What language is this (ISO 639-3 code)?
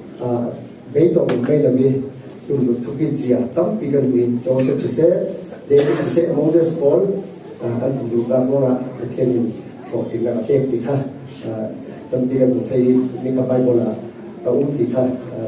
cfm